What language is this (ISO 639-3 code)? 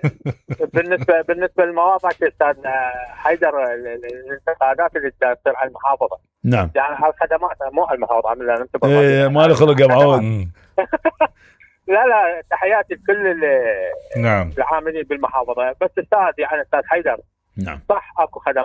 acm